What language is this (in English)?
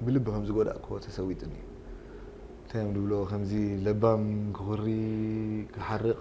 Tigrinya